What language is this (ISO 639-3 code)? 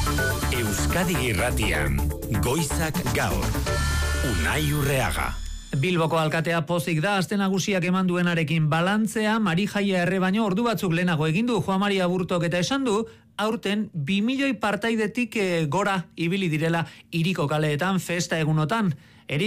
eus